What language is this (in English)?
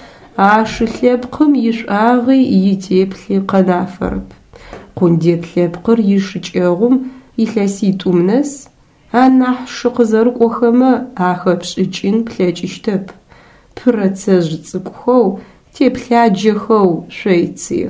Adyghe